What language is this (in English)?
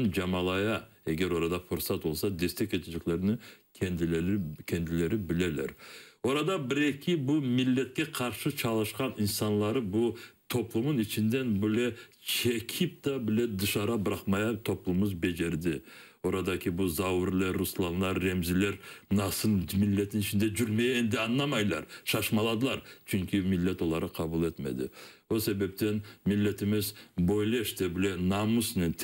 Crimean Tatar